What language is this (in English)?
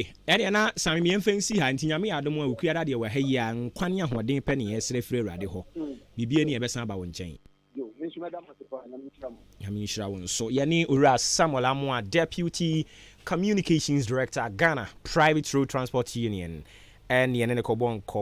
Akan